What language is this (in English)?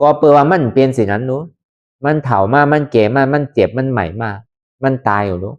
Lü